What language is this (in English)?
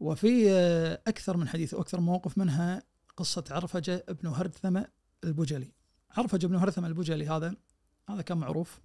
Najdi Arabic